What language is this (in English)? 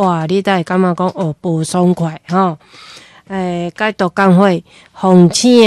Min Nan Chinese